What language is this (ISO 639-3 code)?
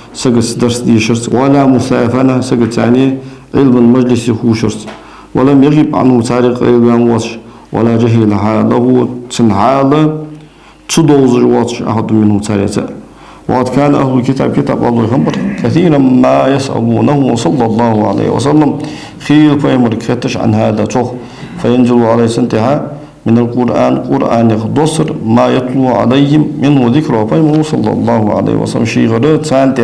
inh